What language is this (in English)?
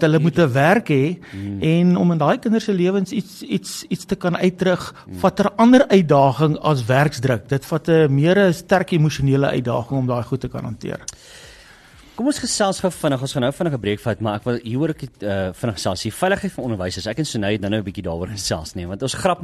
Afrikaans